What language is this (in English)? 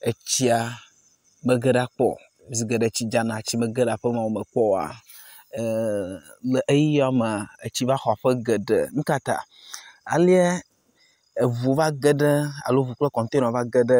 Ewe